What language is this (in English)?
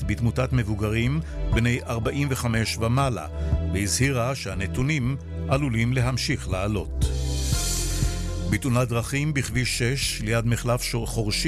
Hebrew